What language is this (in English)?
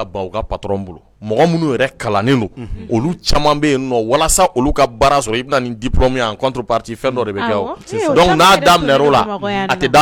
Bambara